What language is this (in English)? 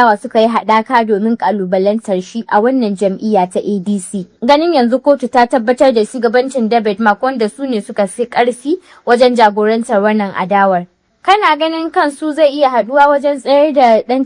Hausa